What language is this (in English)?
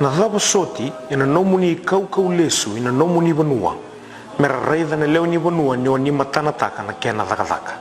Fijian